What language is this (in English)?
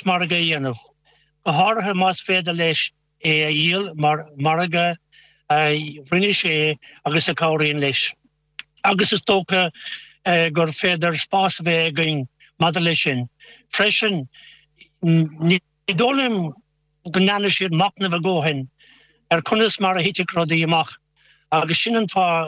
Irish